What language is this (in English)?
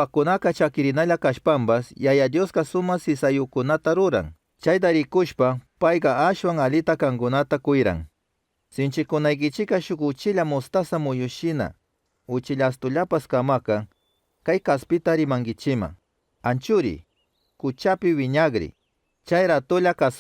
Chimborazo Highland Quichua